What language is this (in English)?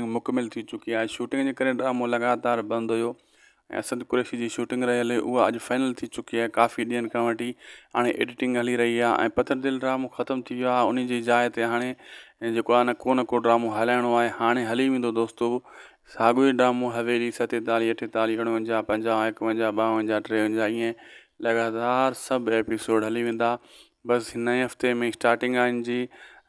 Sindhi